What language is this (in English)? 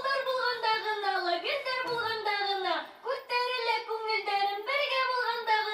Bashkir